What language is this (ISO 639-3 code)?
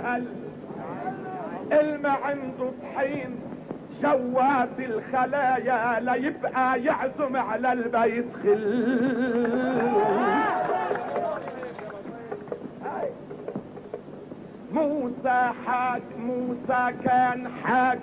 apc